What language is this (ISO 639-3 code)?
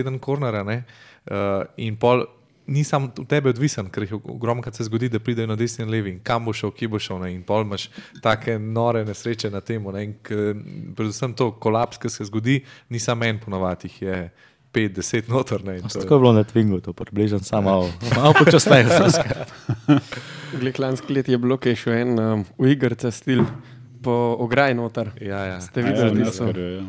slv